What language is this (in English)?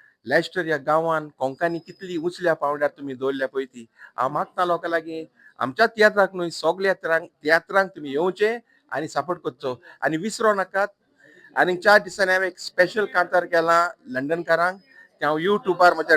Konkani